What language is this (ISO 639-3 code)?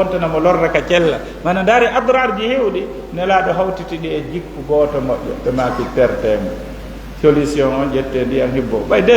ful